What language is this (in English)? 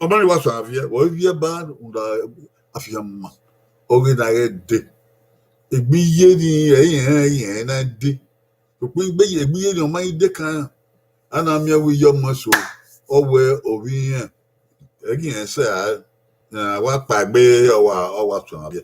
Bini